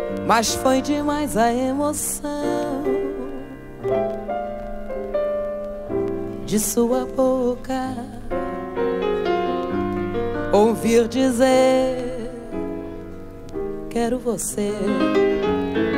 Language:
Portuguese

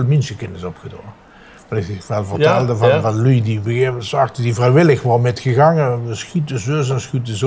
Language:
Limburgish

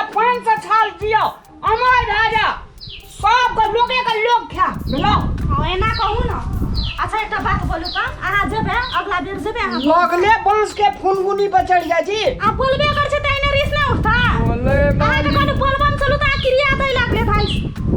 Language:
Maithili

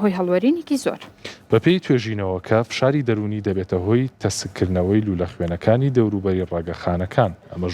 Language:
Central Kurdish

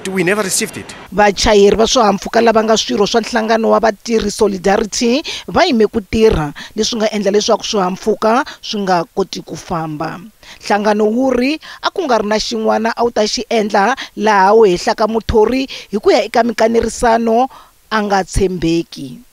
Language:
Tsonga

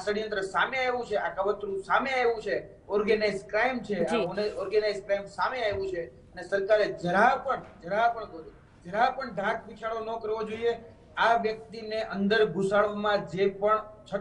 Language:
Gujarati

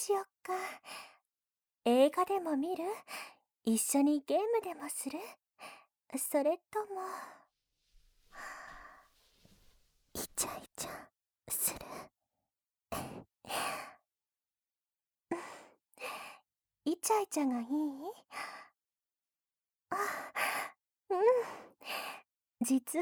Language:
Japanese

